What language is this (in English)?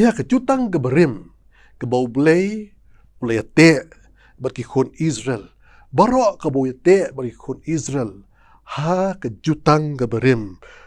Khasi